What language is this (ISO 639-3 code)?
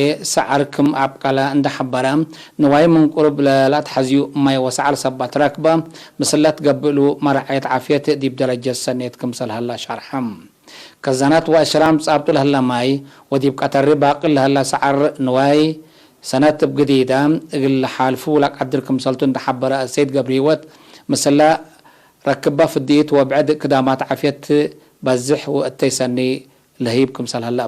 tig